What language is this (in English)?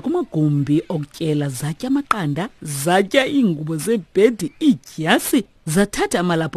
Xhosa